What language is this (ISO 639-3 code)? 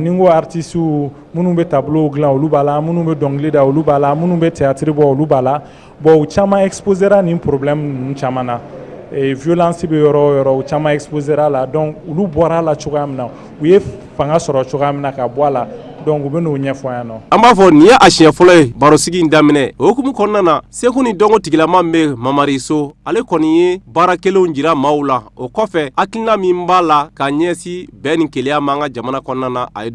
bam